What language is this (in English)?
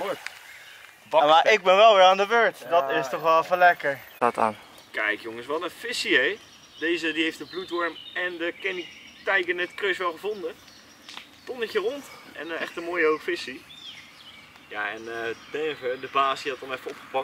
Dutch